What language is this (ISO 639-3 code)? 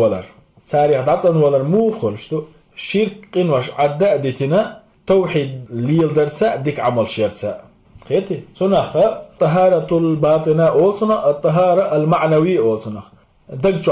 che